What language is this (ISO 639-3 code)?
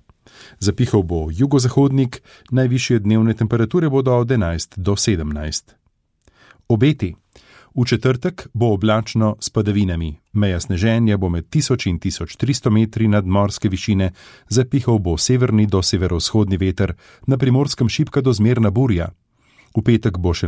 slv